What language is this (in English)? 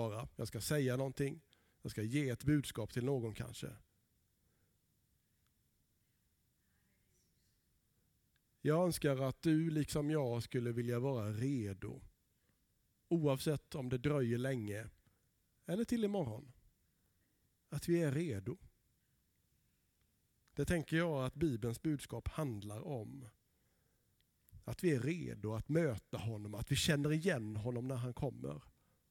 Swedish